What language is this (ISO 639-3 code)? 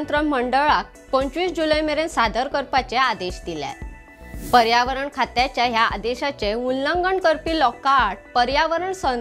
kok